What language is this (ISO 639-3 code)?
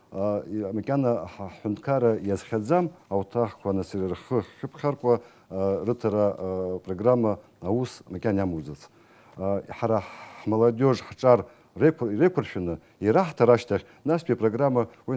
abk